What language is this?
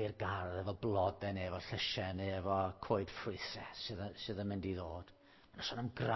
Welsh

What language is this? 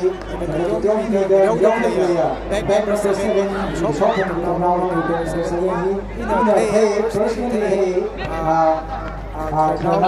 Tangkhul Naga (India)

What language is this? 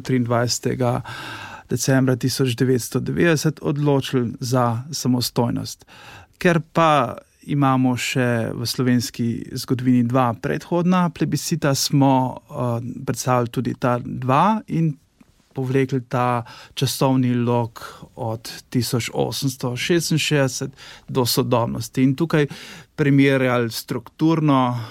Slovenian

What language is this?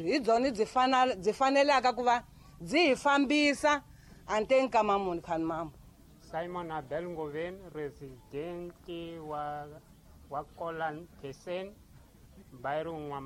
Tsonga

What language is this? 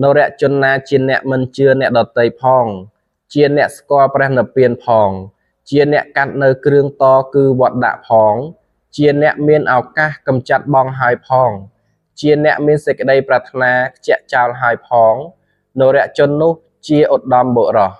Khmer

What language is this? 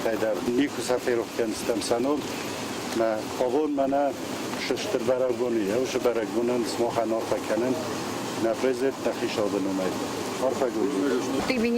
Ossetic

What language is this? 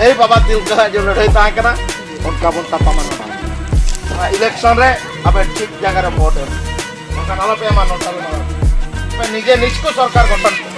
Santali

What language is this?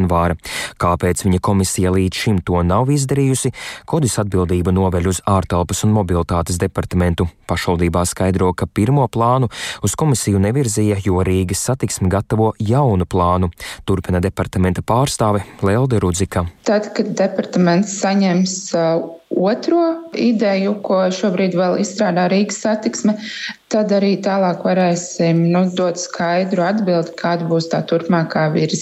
Latvian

